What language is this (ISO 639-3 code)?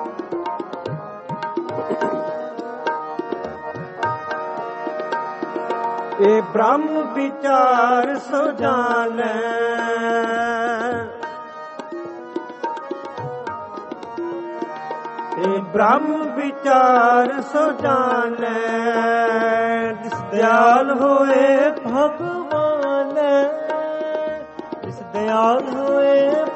pan